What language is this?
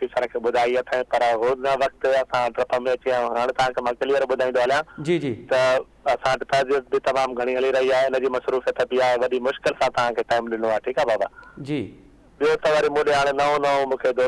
Sindhi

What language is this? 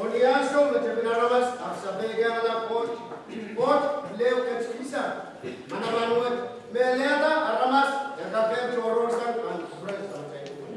Pohnpeian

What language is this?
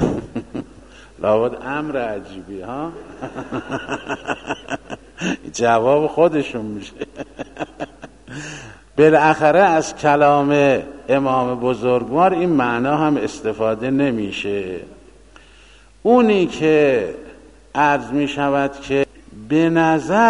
Persian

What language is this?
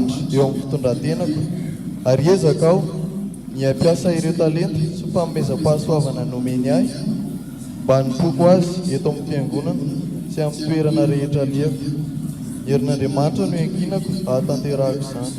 Malagasy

